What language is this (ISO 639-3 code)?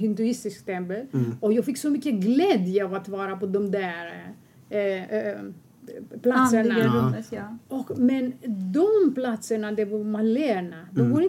swe